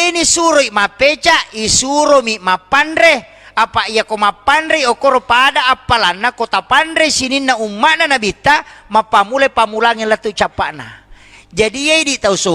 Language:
Buginese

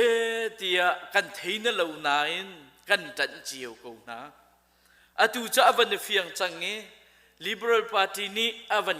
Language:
Hakha Chin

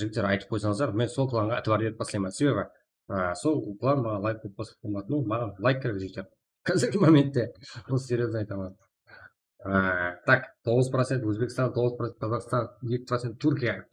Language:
Kara-Kalpak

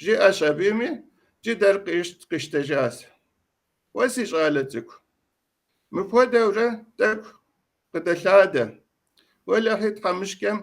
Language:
Kabardian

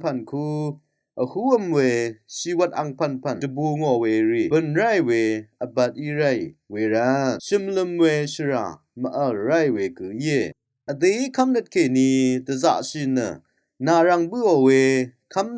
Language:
Rawang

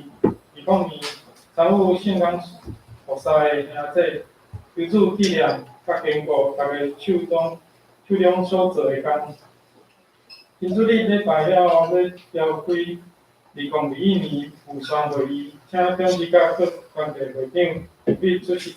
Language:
Min Nan Chinese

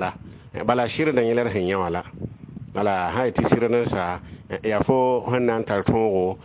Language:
Mossi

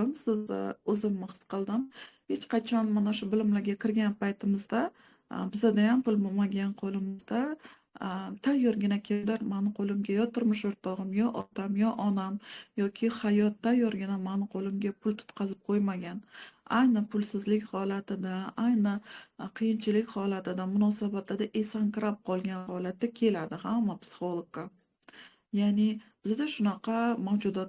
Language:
Uzbek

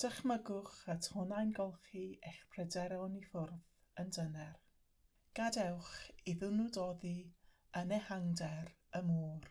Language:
Welsh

